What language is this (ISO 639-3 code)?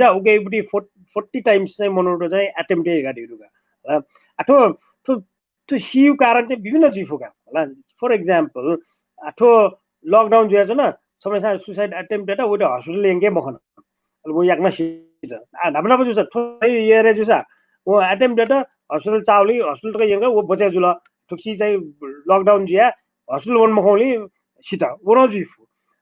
new